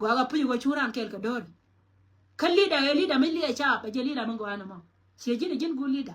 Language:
Nuer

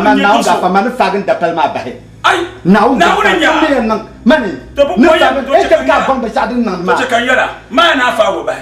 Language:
Dagbani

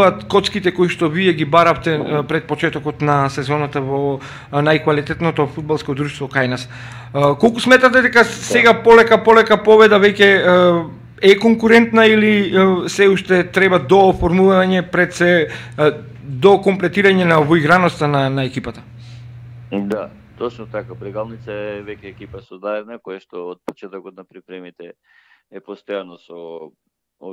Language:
Macedonian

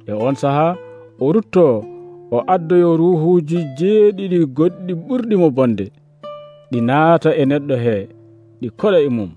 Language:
Nigerian Fulfulde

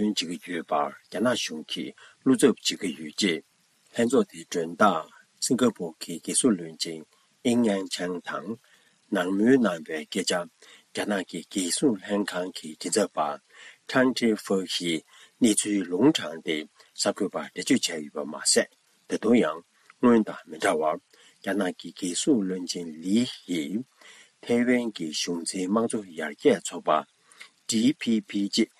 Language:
Tibetan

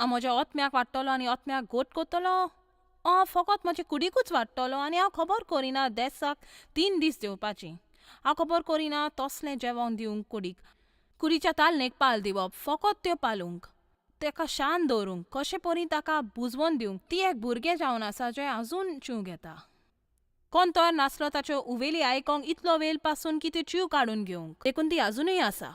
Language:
Konkani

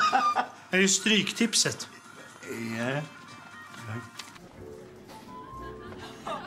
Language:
Swedish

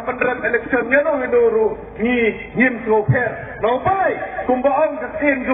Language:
Khasi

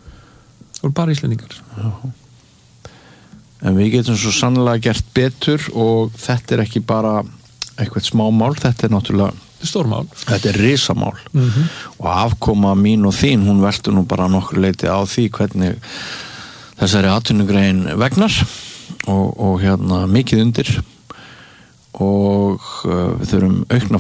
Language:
Icelandic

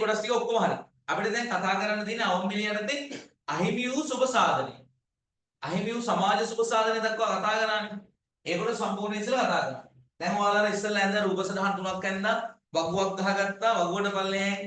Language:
Sinhala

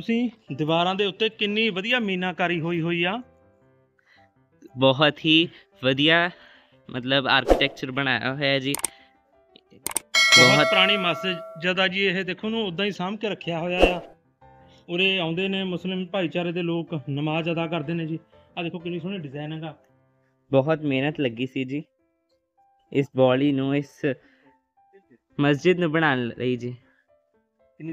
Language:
Punjabi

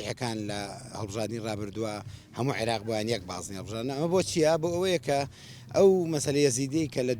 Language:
Central Kurdish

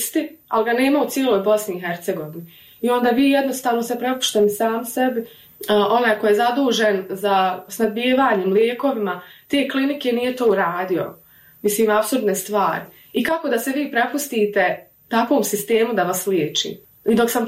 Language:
Bosnian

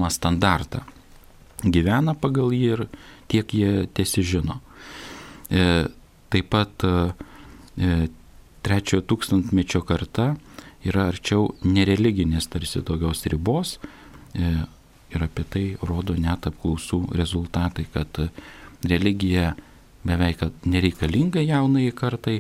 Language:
Lithuanian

